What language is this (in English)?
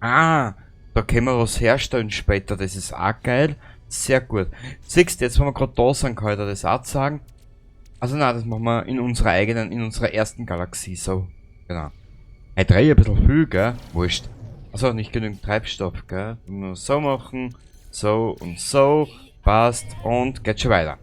Bavarian